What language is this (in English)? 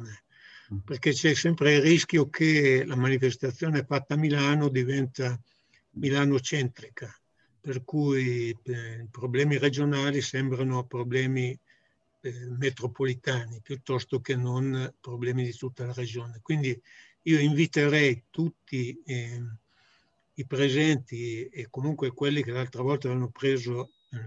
Italian